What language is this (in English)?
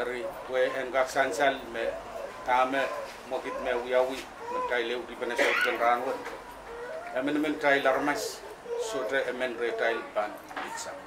Pohnpeian